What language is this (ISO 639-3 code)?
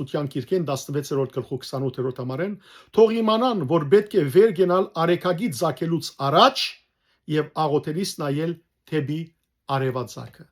hyw